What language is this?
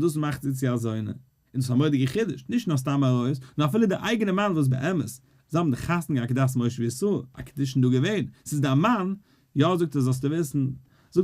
Yiddish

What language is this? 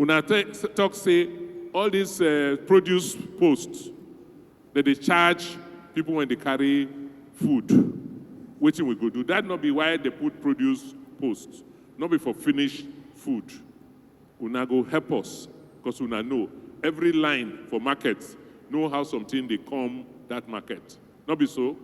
Nigerian Pidgin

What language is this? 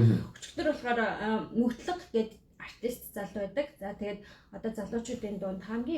Mongolian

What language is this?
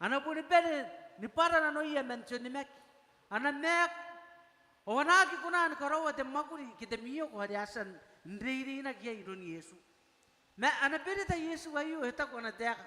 Gilbertese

